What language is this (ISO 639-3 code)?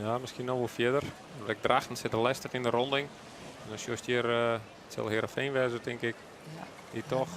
fry